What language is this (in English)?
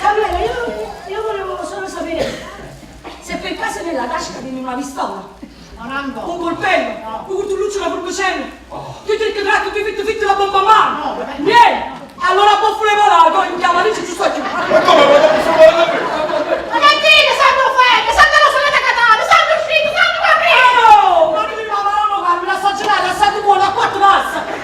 Neapolitan